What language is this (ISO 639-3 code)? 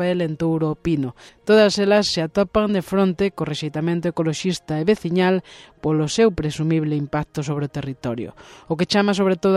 glg